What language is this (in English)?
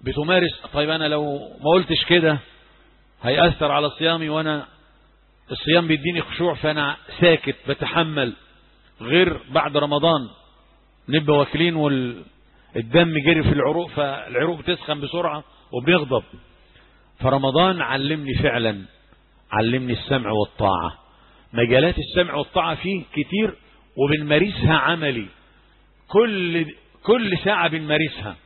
Egyptian Arabic